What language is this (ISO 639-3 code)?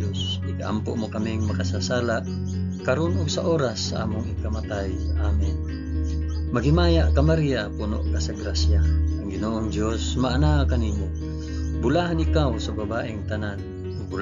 ceb